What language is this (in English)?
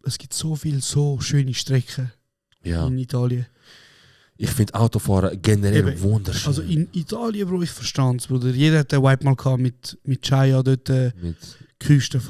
Swiss German